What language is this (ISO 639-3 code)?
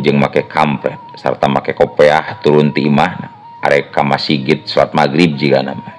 sun